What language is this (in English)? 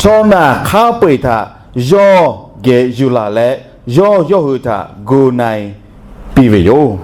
Lahu